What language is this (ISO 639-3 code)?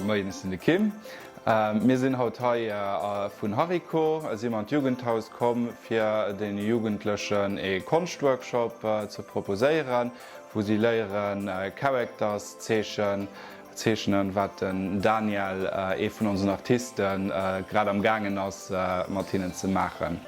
ltz